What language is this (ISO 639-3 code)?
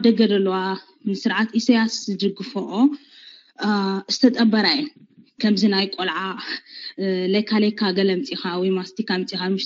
tir